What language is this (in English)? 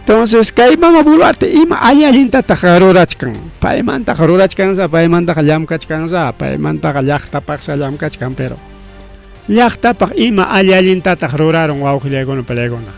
Ayacucho Quechua